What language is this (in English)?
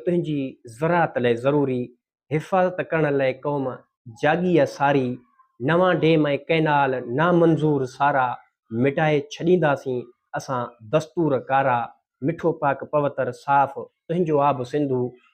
Sindhi